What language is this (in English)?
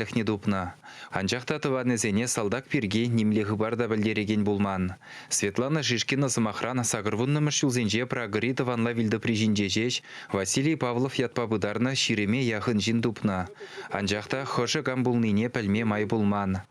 Chuvash